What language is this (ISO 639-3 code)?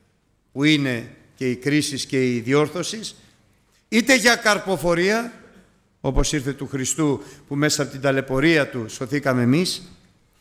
ell